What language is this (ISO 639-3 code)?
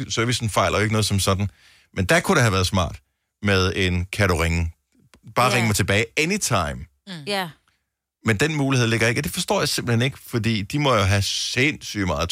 dan